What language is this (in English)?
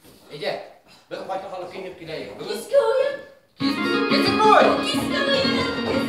Bashkir